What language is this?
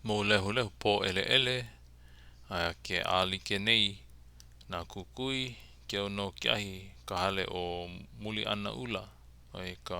Hawaiian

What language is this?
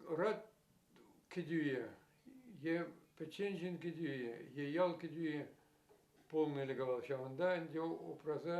Chuvash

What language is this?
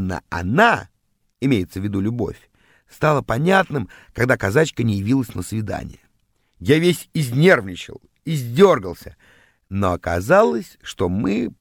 Russian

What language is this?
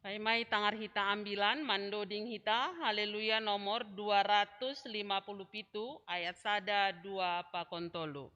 Batak Simalungun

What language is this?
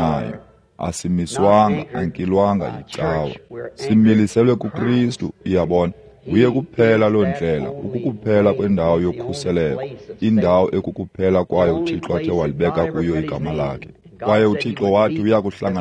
Xhosa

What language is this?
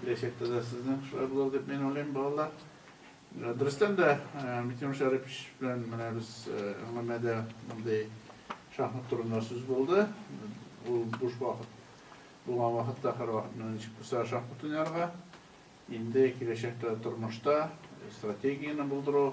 Tatar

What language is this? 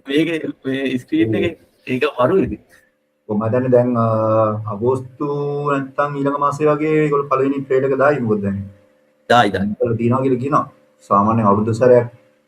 Sinhala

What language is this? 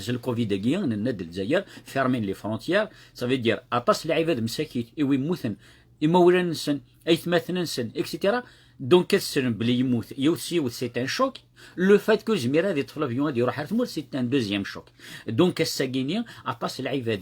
Kabyle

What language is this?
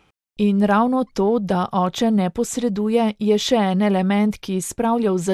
Slovenian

